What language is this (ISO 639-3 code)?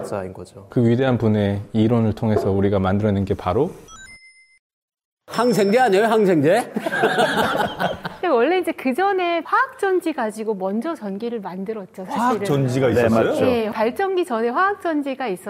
kor